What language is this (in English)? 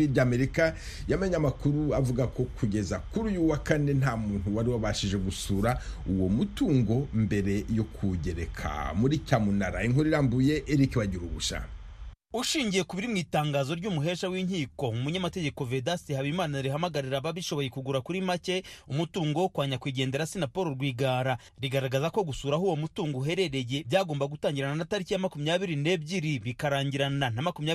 Kinyarwanda